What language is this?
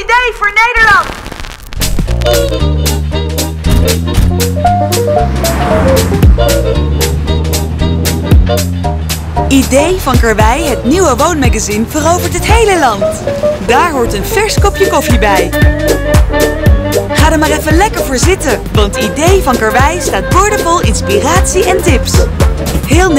Dutch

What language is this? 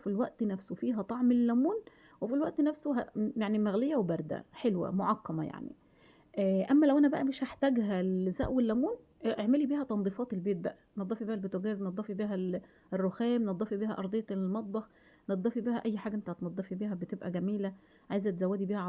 Egyptian Arabic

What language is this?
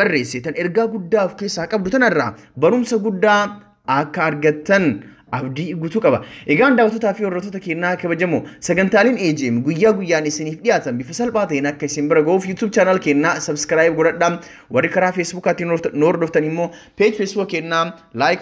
Oromo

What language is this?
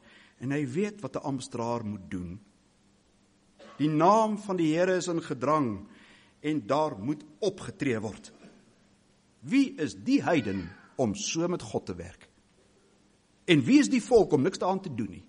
Afrikaans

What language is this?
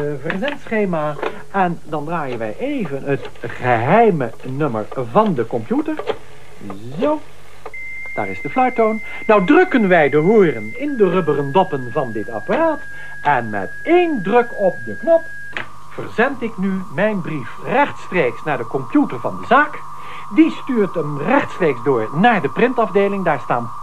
Dutch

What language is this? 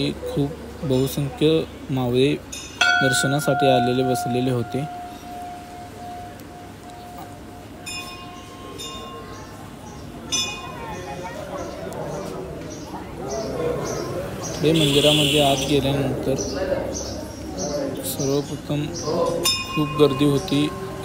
Marathi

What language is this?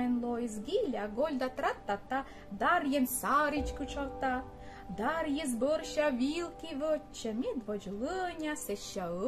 Komi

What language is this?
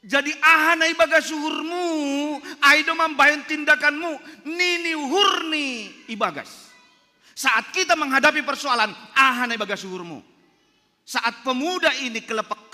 Batak Simalungun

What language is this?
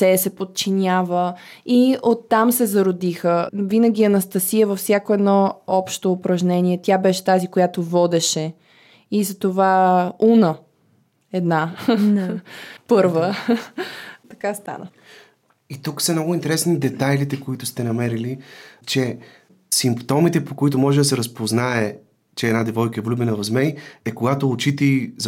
Bulgarian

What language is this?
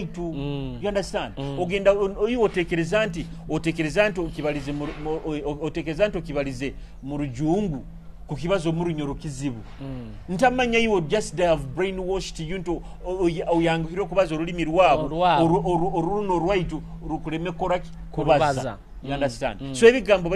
Nyoro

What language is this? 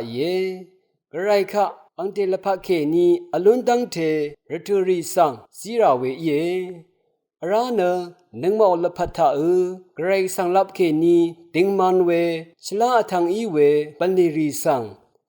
Rawang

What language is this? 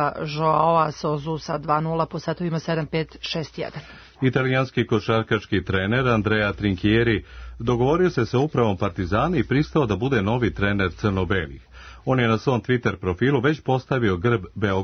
Serbian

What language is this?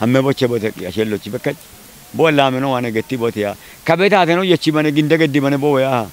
Kafa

